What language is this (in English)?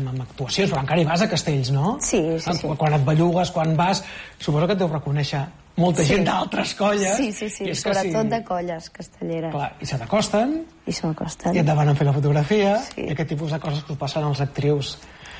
Catalan